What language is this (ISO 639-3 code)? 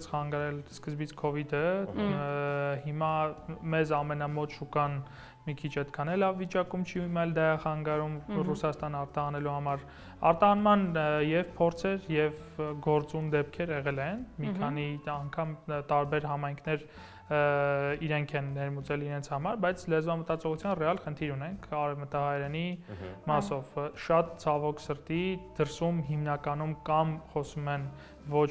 hye